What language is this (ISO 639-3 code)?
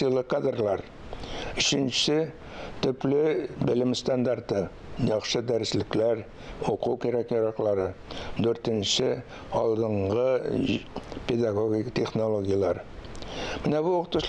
tat